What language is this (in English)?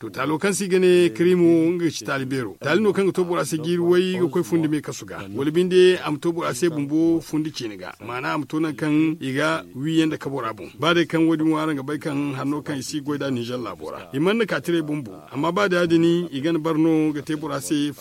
Zarma